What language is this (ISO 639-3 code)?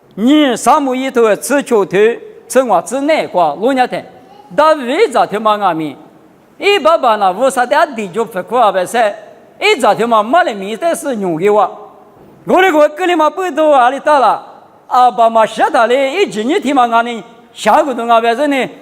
lis